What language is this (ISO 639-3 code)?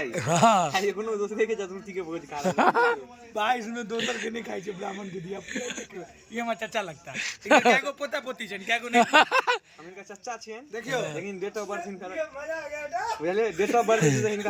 mai